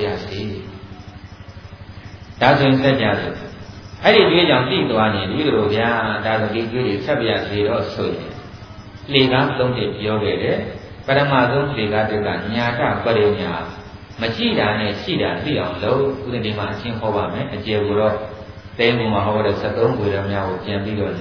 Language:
Burmese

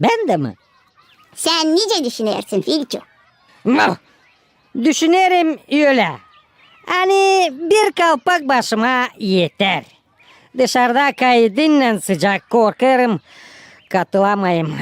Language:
Gagauz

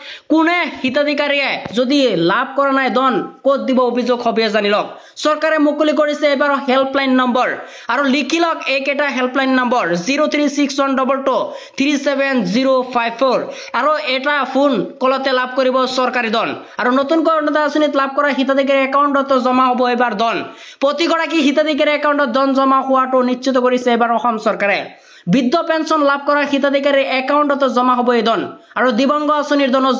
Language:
Assamese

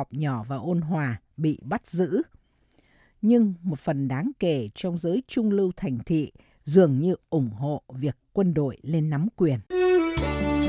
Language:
Vietnamese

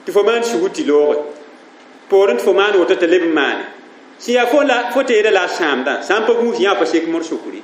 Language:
Mossi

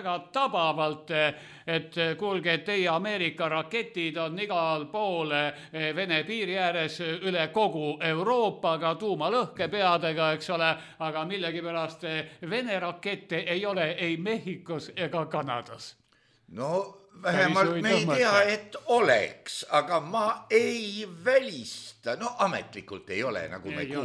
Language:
Estonian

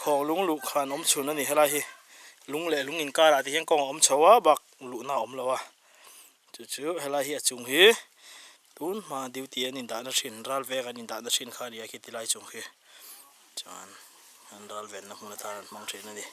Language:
Mizo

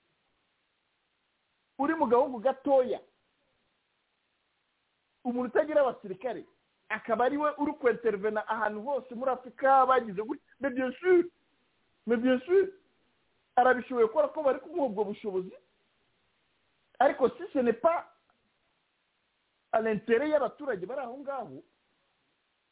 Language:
Kinyarwanda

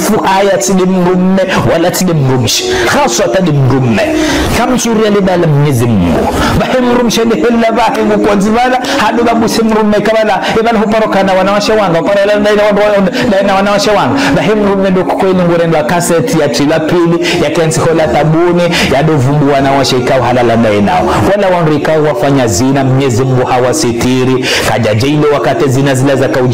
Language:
Ngazidja Comorian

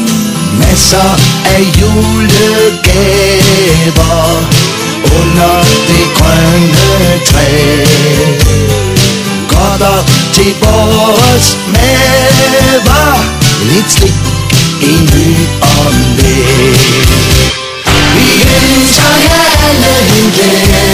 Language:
Danish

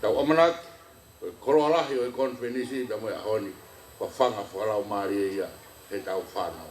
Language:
Tongan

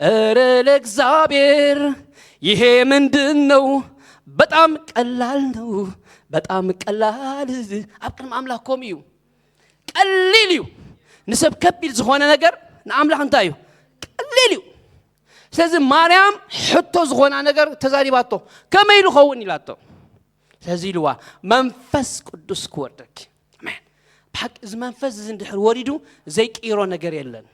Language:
Tigrinya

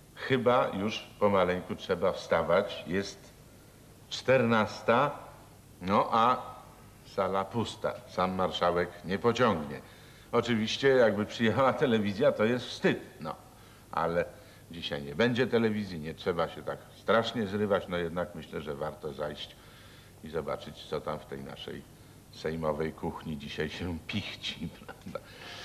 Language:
Polish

